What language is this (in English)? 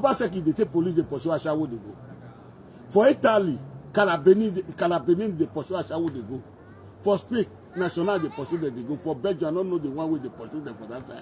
Nigerian Pidgin